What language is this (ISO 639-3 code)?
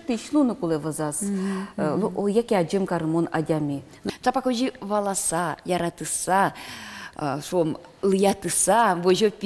udm